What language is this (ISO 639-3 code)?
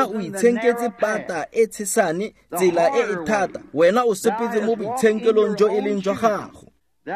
tsn